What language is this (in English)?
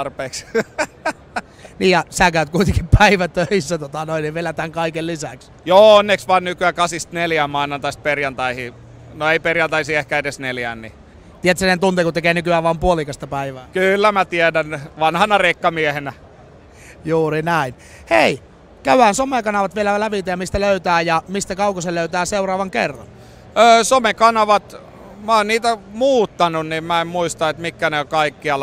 Finnish